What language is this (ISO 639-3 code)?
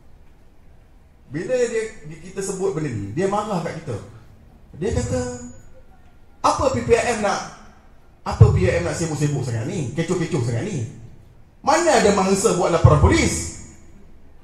msa